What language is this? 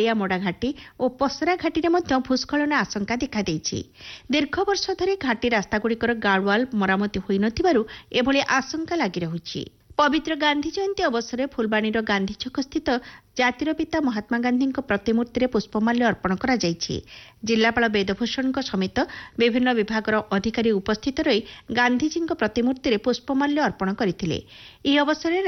Odia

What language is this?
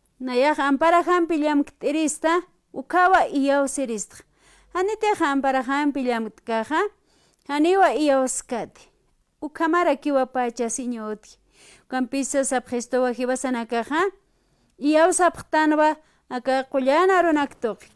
Aymara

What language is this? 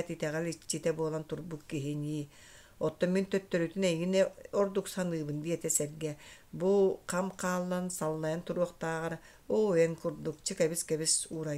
Yakut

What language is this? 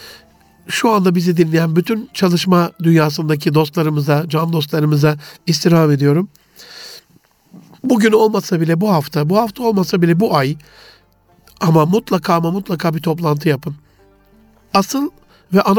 Turkish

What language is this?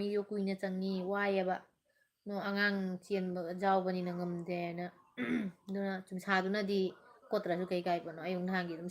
Manipuri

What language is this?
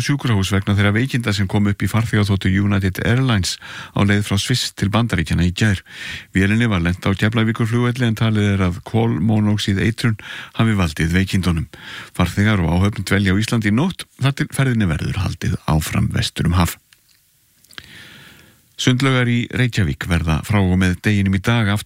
Icelandic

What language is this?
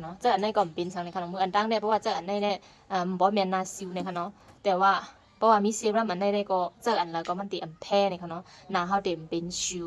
Shan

